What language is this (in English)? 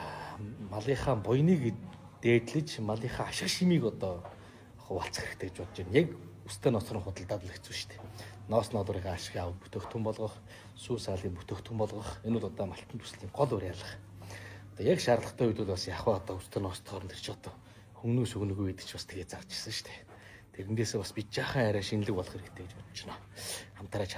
Mongolian